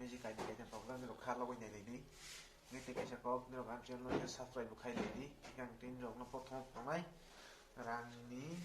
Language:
Kok Borok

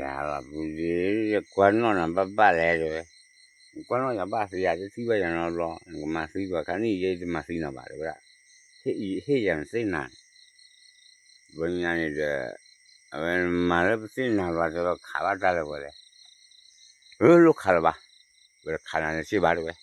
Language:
S'gaw Karen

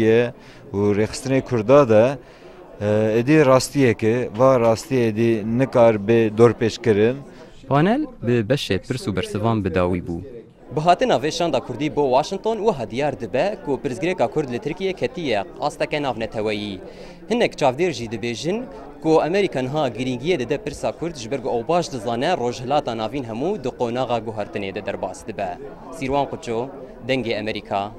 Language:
Kurdish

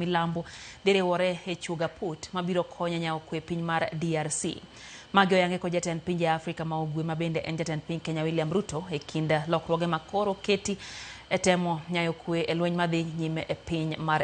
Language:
Luo (Kenya and Tanzania)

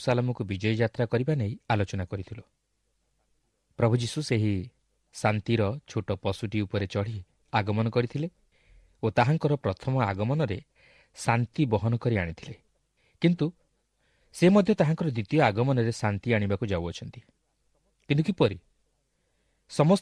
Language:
Odia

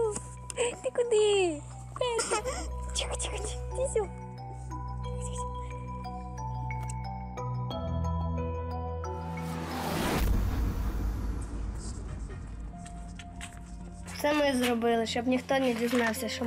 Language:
Ukrainian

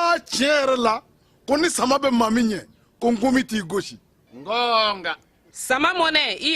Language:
Bambara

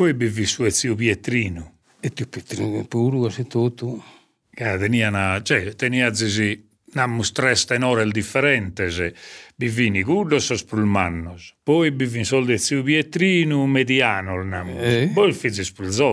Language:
Sardinian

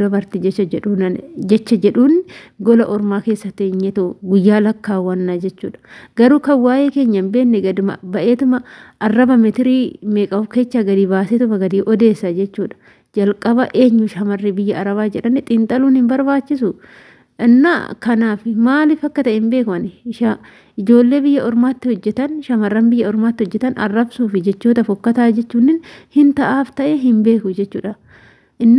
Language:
Oromo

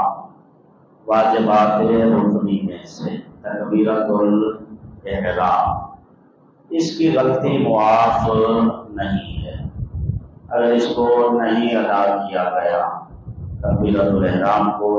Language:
Urdu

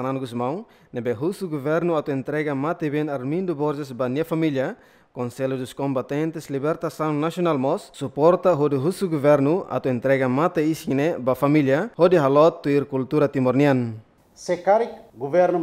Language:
Tetum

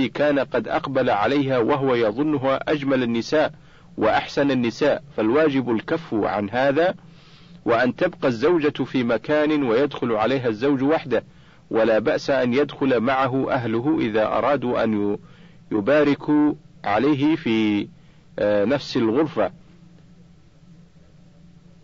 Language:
Arabic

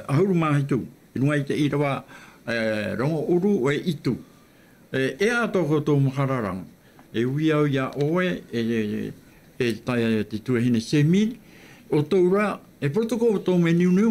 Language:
Tahitian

